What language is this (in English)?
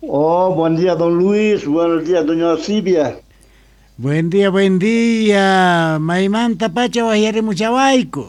South Bolivian Quechua